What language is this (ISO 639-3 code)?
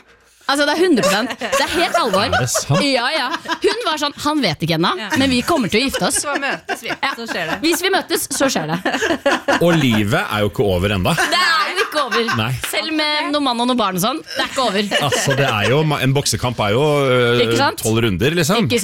nor